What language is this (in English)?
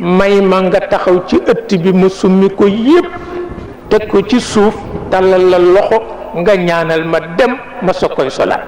Wolof